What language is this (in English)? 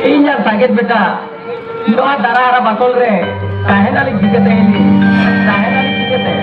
Santali